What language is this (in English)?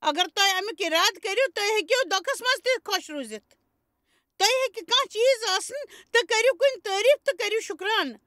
Kashmiri